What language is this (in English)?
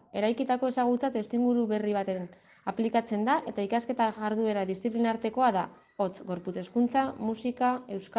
Basque